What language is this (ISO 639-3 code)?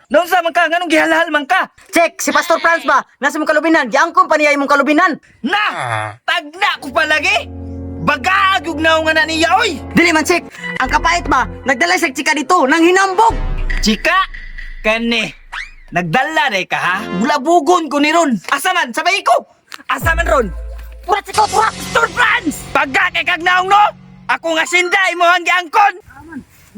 ceb